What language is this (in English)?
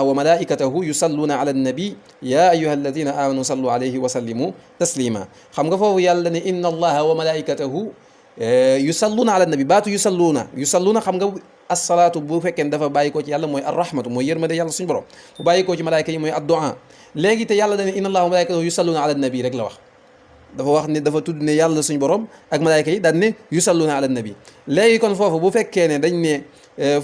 Wolof